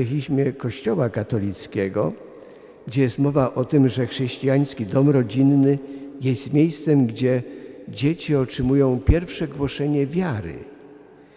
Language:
Polish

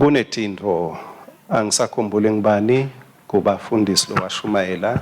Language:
Swati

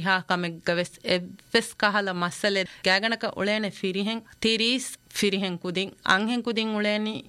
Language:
Divehi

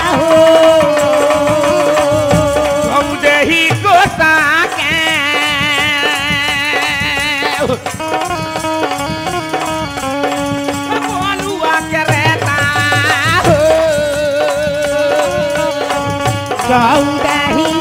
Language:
Bhojpuri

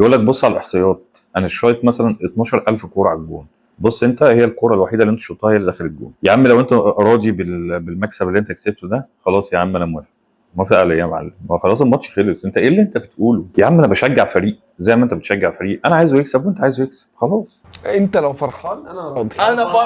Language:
Egyptian Arabic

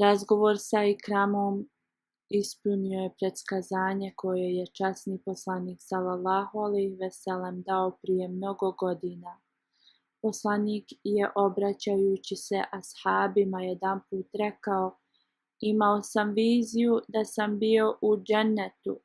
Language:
Bosnian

